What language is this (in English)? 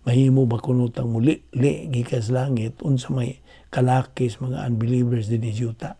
Cebuano